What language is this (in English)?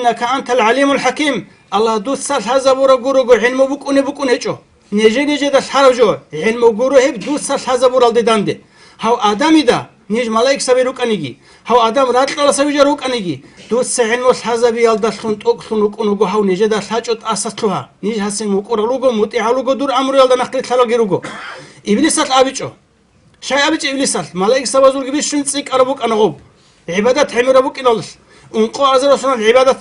Avaric